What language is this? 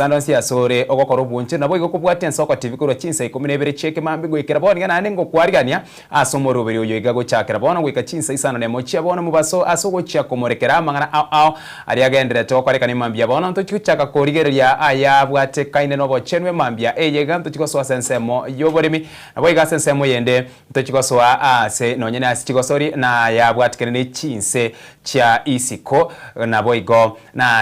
Gusii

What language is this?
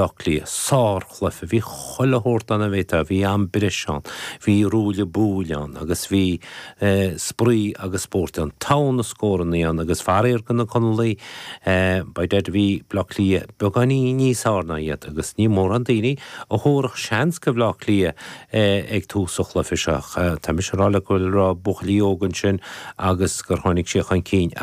Irish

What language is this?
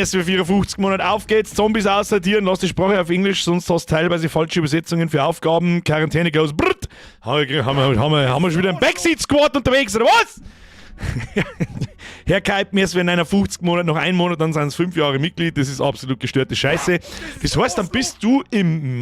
Bavarian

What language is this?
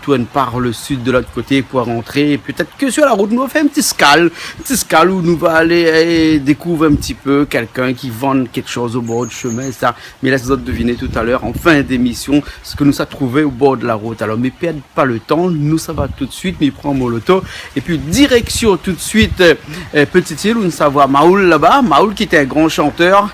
Réunion Creole French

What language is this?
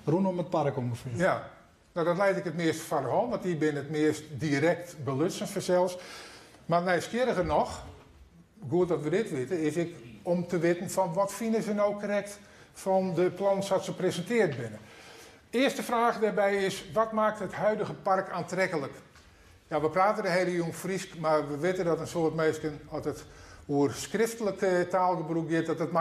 Western Frisian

